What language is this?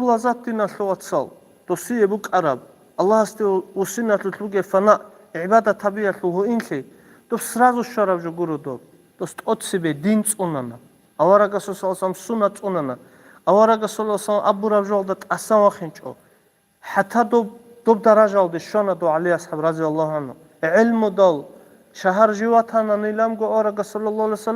Avaric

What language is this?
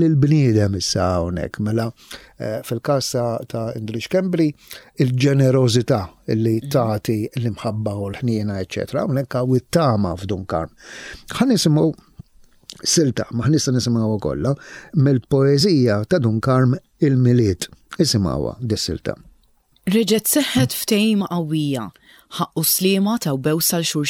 Maltese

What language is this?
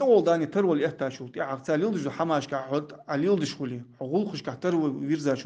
Ingush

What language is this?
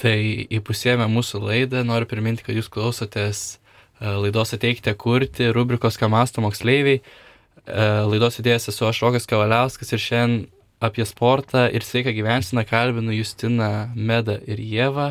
Lithuanian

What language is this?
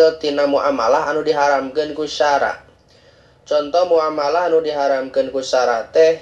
Sundanese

